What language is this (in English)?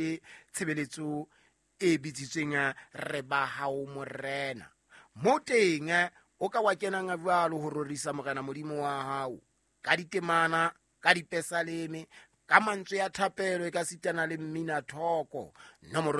Southern Sotho